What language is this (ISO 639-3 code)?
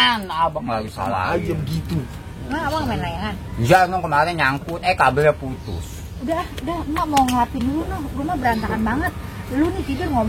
bew